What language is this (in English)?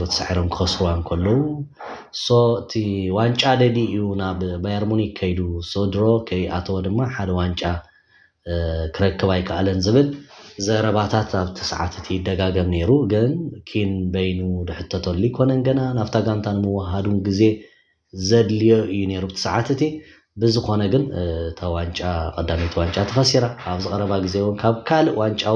Tigrinya